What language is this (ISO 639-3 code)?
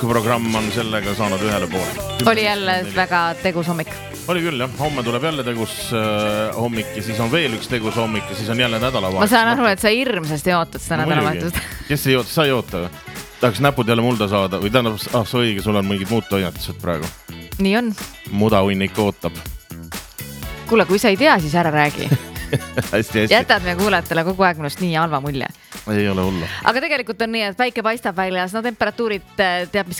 est